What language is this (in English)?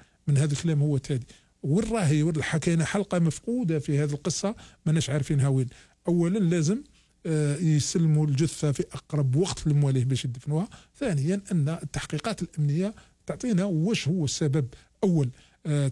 Algerian Arabic